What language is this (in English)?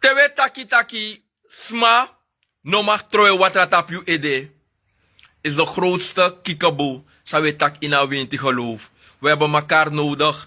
Sranan Tongo